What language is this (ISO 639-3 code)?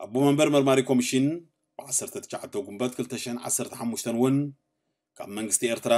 tir